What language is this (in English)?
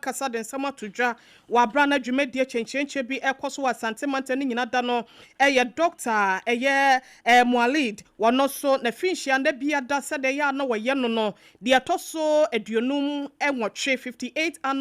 Akan